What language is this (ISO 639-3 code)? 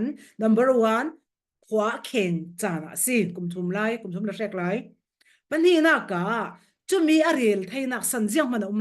cfm